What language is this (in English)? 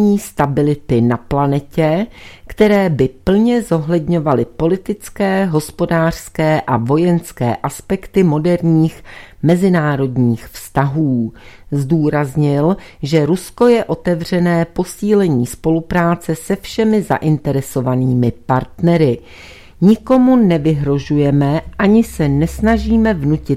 Czech